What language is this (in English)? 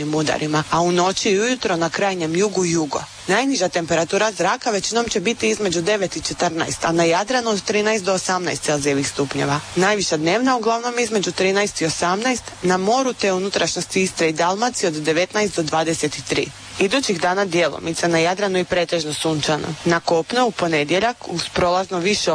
Croatian